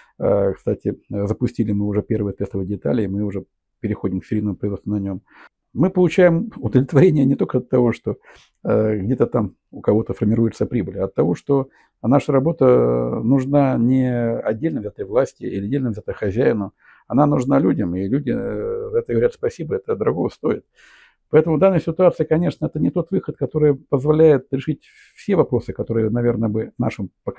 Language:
Russian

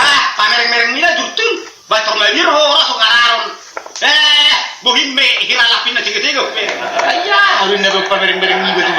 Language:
Batak Toba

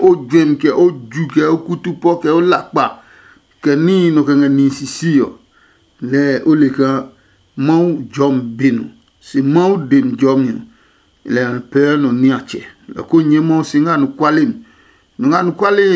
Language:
Adangme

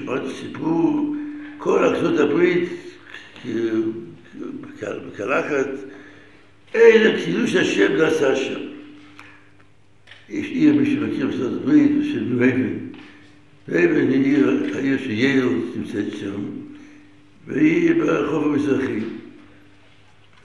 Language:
Hebrew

